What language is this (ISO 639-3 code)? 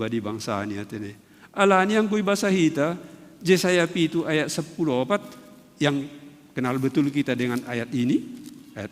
bts